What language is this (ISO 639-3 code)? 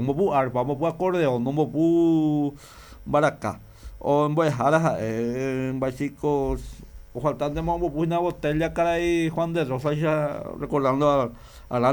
grn